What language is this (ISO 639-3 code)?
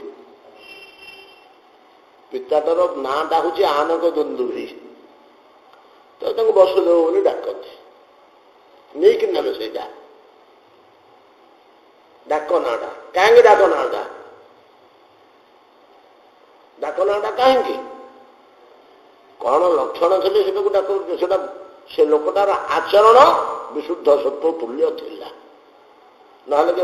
ori